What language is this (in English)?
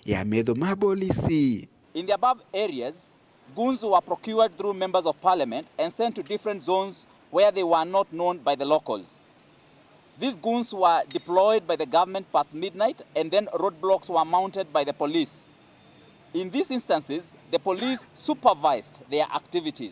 Meru